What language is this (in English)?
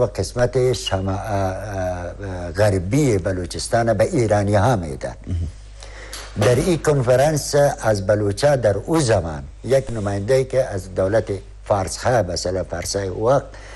Persian